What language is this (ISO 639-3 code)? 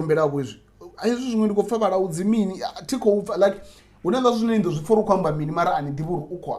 ven